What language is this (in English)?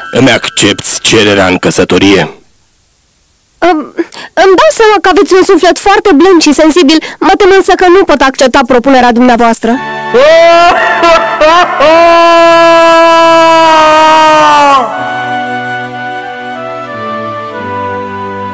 Romanian